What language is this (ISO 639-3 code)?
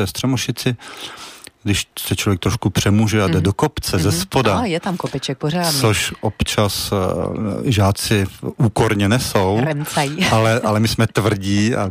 ces